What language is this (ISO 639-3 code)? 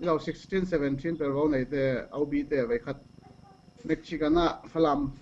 cfm